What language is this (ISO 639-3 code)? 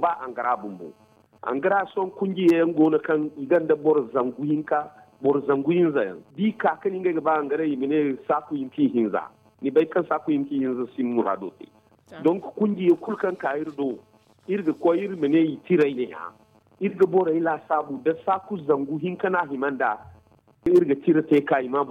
dje